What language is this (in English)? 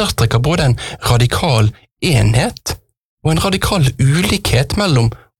Norwegian